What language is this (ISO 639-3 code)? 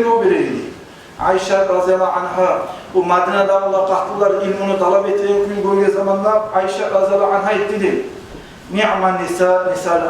kum